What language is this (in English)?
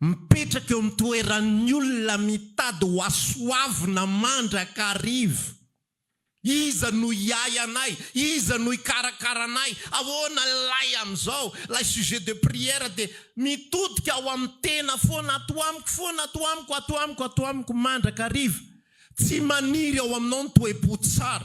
Malagasy